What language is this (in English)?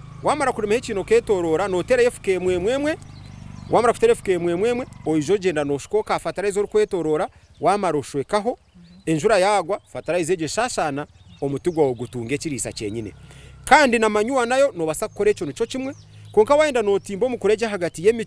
Nyankole